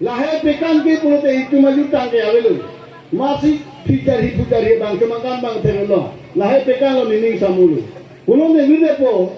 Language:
Karbi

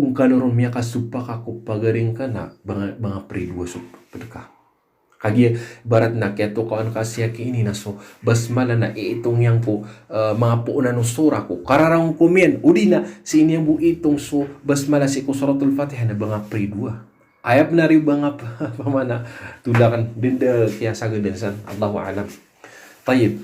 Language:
Maranao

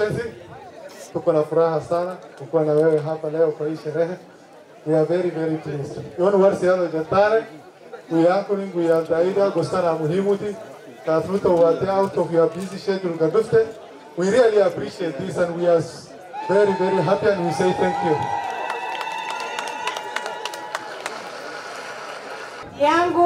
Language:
Swahili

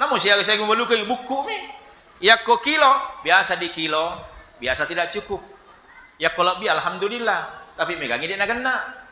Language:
Buginese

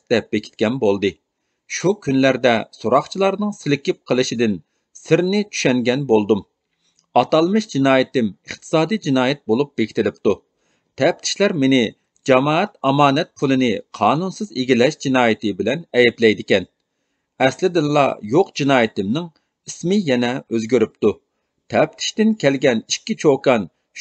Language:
Uyghur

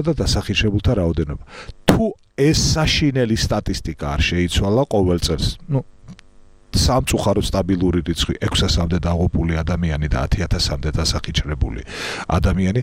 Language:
Georgian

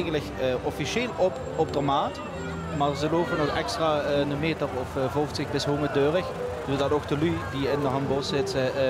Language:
Limburgish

